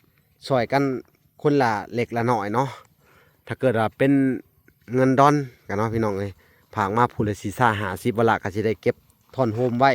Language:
Lao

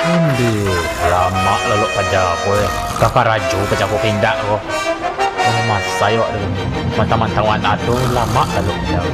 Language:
Minangkabau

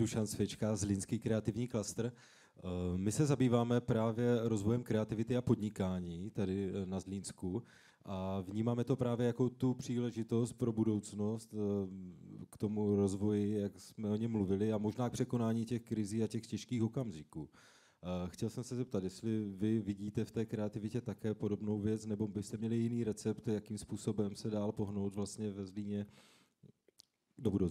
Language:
Czech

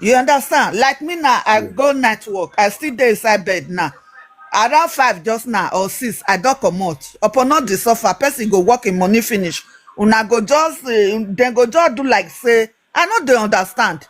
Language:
Nigerian Pidgin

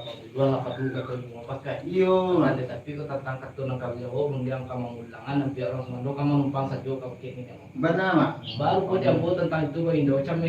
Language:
Minangkabau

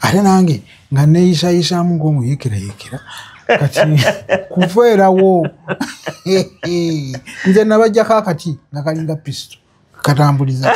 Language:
Ganda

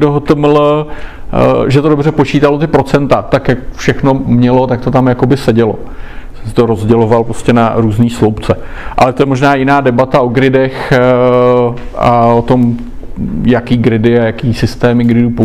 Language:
Czech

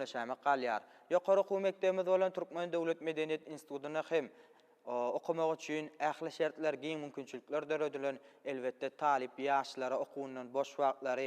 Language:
Turkmen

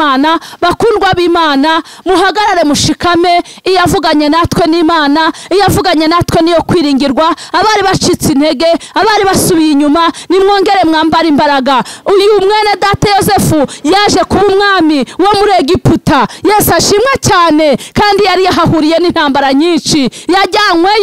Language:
Kinyarwanda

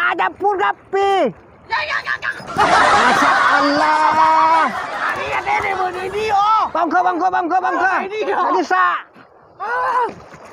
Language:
Madurese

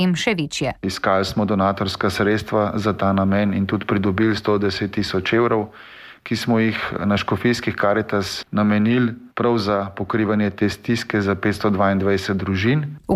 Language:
Slovenian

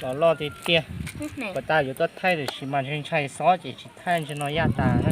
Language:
Hmong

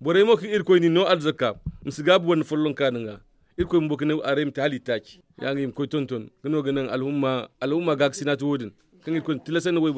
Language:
Zarma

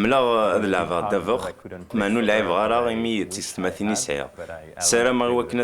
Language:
Kabyle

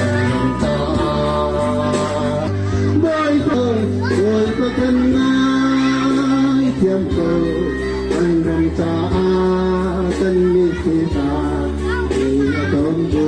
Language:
Hakha Chin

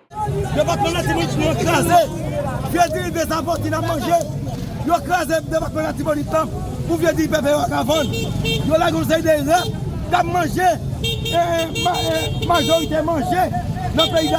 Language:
Haitian Creole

